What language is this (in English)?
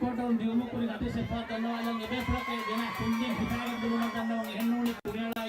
Divehi